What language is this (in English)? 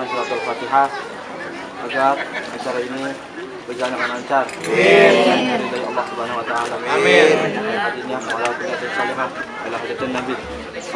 Betawi